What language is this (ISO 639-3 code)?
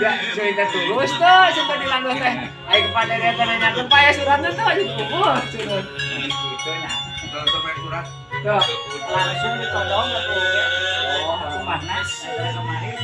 sun